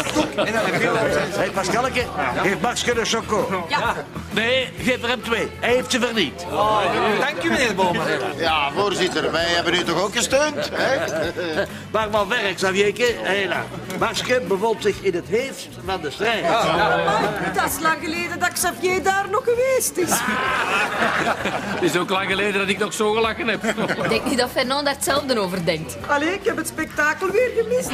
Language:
Dutch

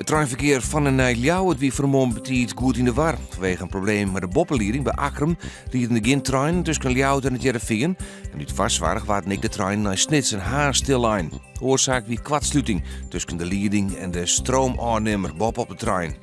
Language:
Western Frisian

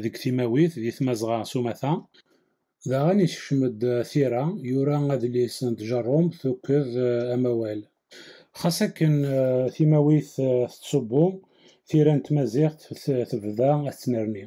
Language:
Kabyle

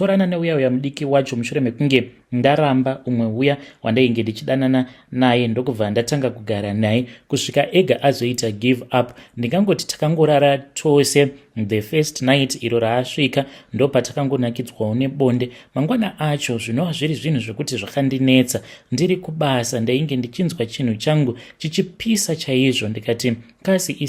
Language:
Shona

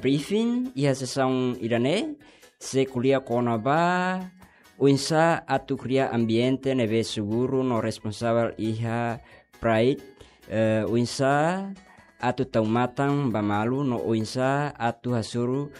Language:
Tetum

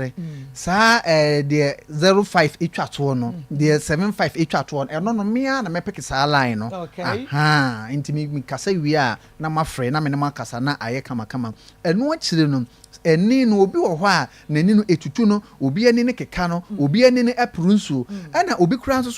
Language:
Akan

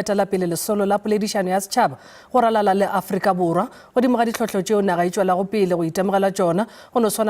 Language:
Northern Sotho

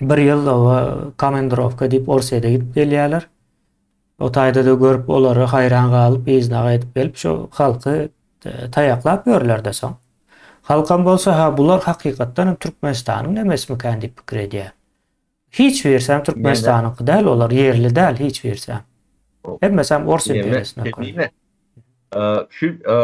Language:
Turkmen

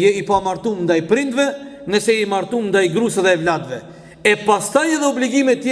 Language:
Albanian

